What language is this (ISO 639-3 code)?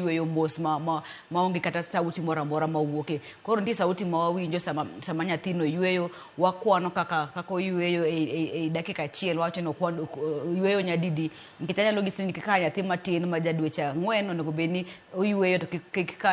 luo